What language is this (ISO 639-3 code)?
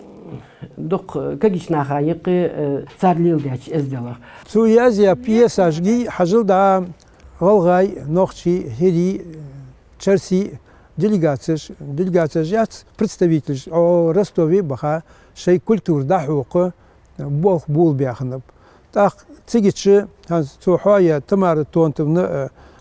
inh